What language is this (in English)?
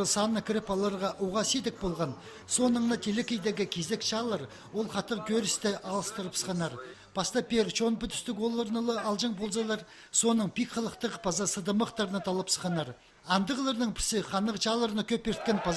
Khakas